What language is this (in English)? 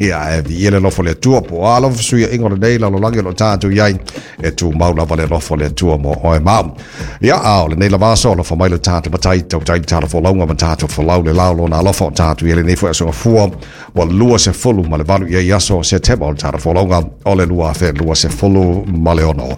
Samoan